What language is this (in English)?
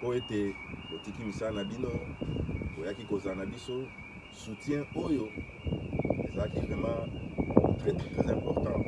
Lingala